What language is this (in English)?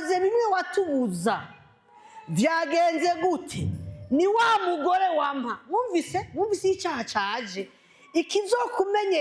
Rundi